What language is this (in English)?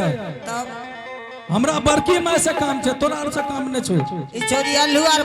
Angika